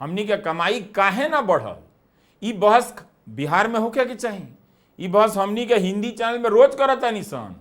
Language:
Bhojpuri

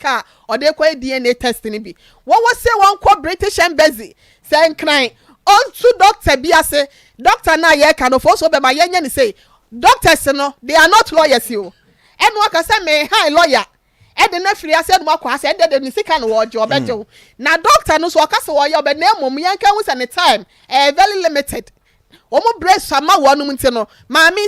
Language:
Akan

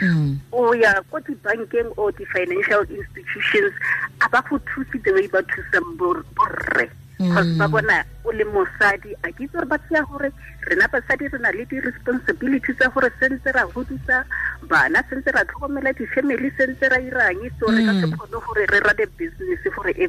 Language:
Tswana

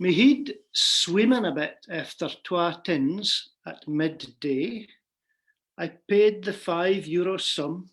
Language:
Scots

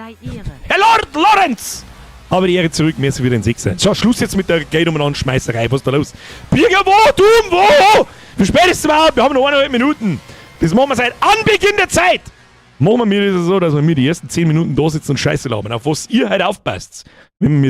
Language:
Bavarian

